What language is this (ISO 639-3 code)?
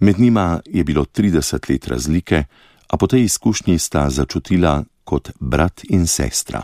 slv